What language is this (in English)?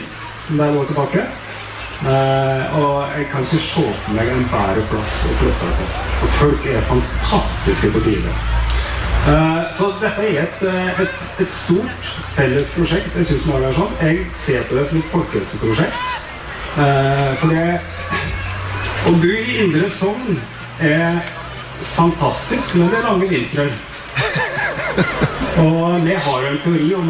Norwegian